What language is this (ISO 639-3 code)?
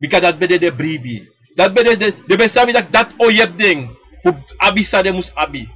srn